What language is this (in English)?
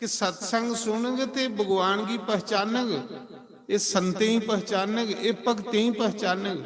Dogri